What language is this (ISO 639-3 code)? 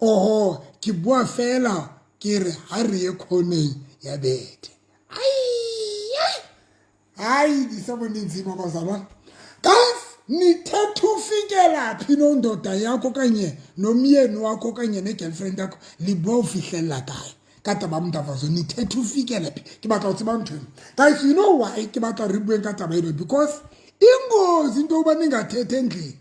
sot